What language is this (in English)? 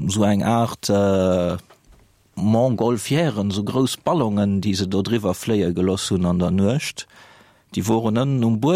Luxembourgish